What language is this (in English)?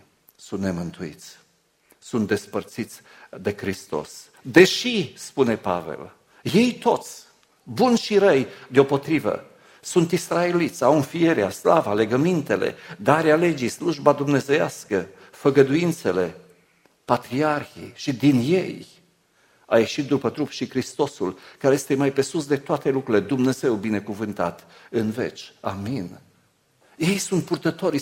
Romanian